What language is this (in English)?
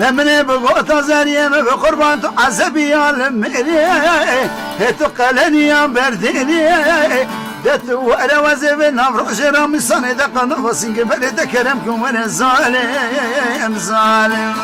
Kurdish